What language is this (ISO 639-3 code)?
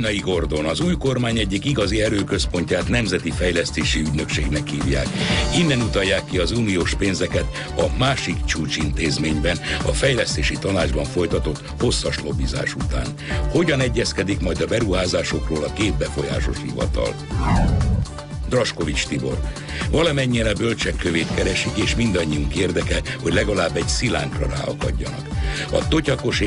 hun